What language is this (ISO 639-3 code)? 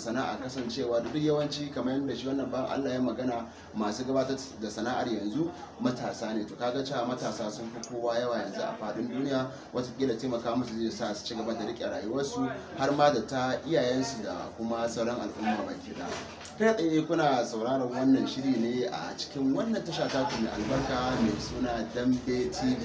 hau